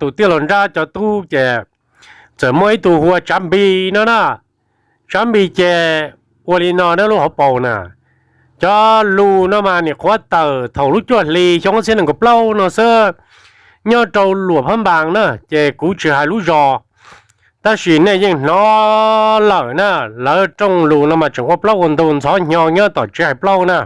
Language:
Hmong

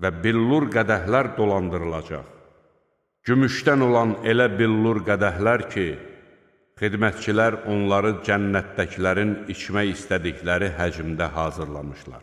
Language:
Azerbaijani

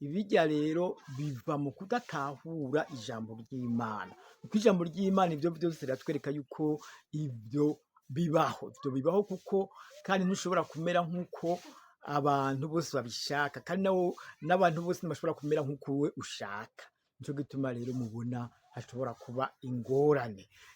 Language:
Rundi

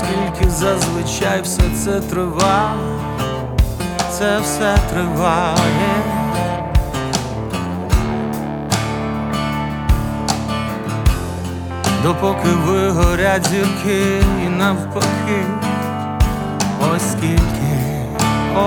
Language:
Ukrainian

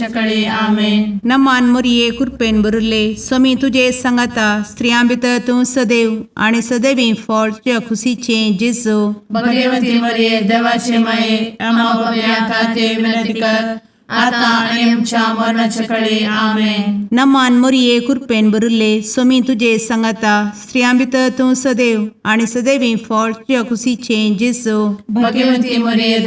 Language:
Konkani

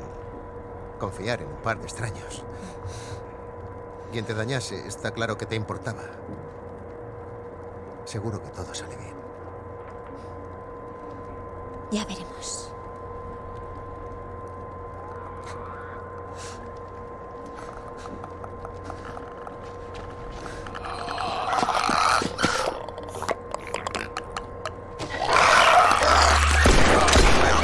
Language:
Spanish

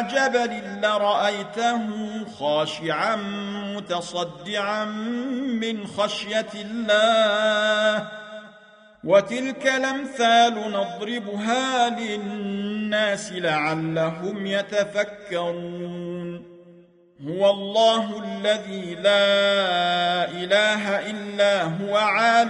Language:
Arabic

